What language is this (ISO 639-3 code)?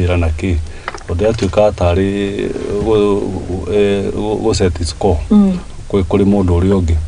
kik